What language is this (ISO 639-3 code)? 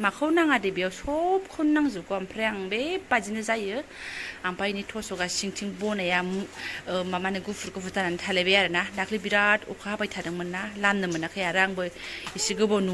brx